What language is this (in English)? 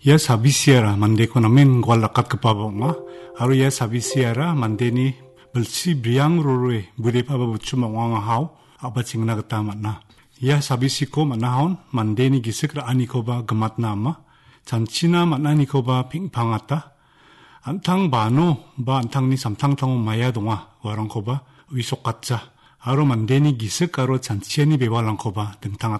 Garo